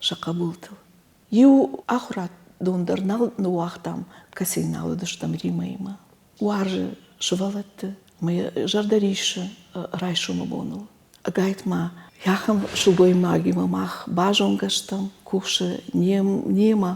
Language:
Ossetic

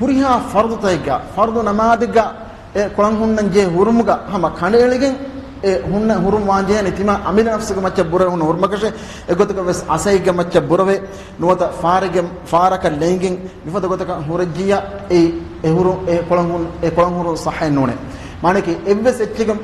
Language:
Divehi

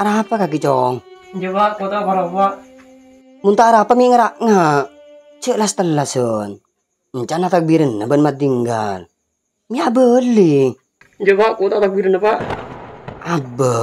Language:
Madurese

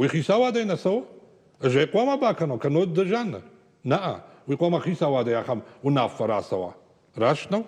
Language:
Ossetic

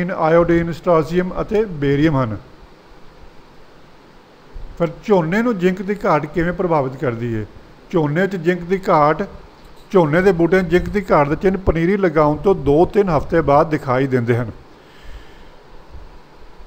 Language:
Punjabi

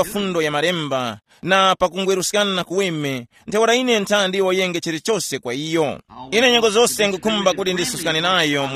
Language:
Tumbuka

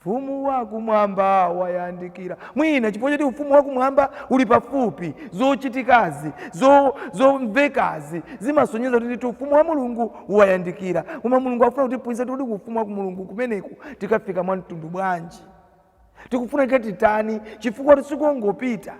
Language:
Nyanja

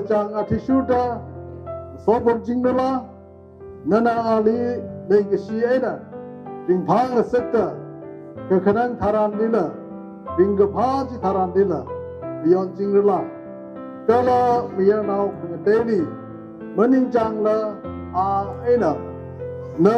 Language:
Tangkhul Naga (India)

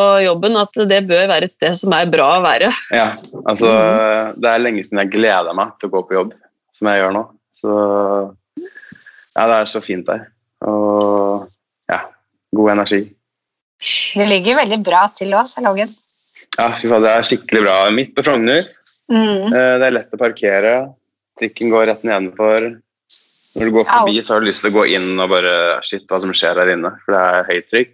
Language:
Norwegian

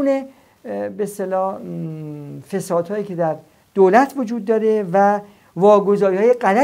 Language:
Persian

